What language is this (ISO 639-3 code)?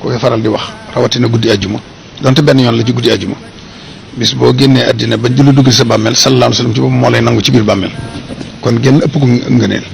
wol